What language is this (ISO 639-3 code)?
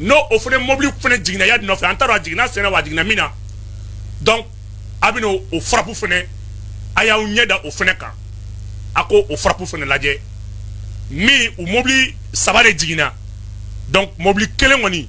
bam